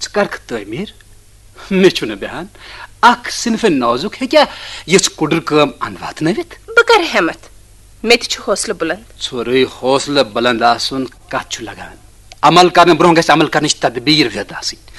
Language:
Kashmiri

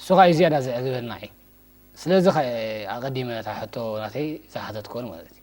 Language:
Tigrinya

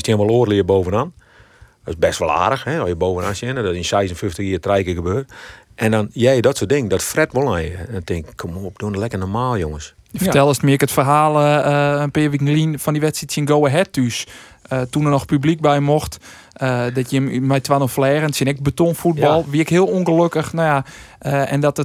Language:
Western Frisian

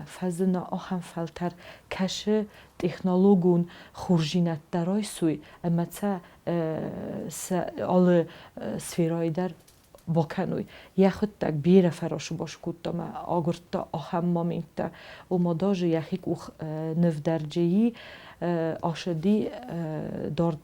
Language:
Ossetic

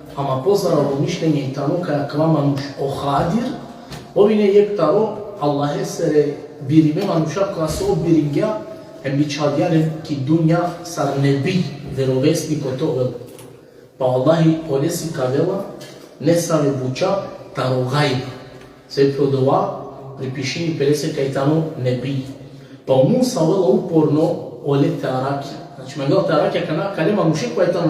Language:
Balkan Romani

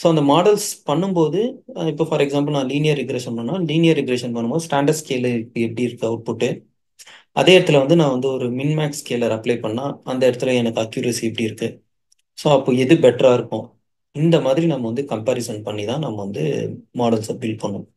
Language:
Tamil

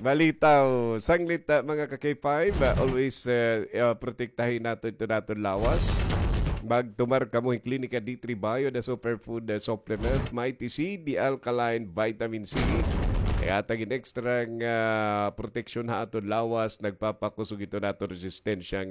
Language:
Waray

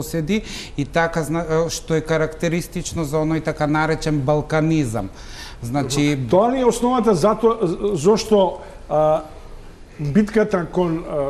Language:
Macedonian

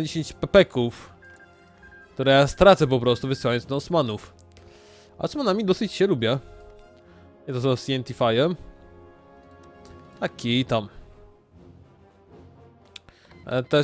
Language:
Polish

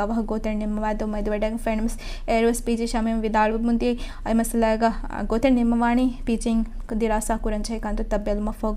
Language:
Divehi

